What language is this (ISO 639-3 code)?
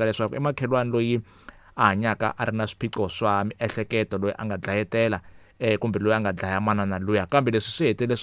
tso